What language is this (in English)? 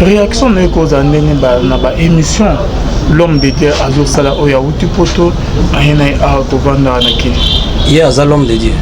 Lingala